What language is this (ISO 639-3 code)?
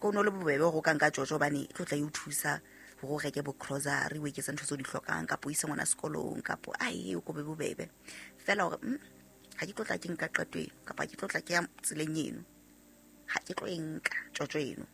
sot